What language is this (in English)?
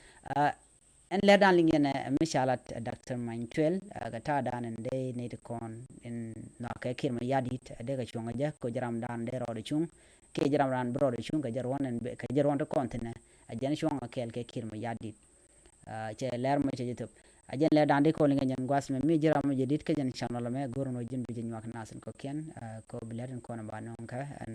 Nuer